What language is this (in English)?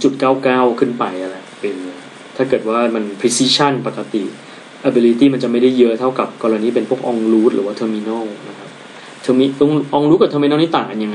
Thai